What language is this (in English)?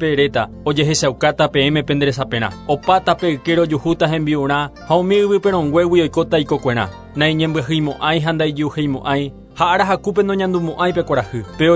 Guarani